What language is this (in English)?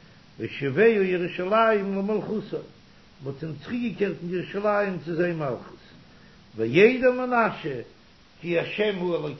Yiddish